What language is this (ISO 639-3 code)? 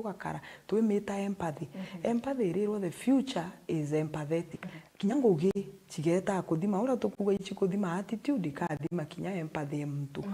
mer